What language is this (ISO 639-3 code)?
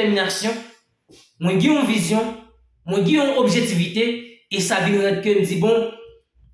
hat